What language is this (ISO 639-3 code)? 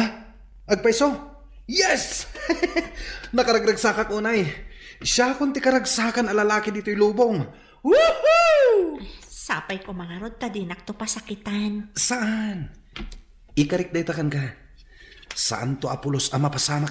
ilo